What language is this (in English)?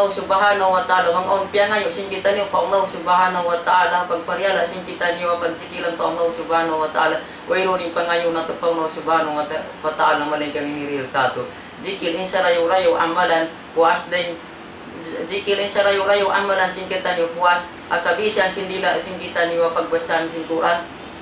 Tausug